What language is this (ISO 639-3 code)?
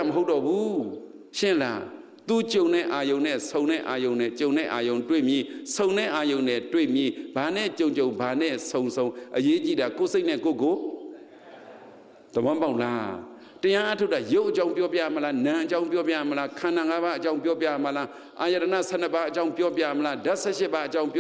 mya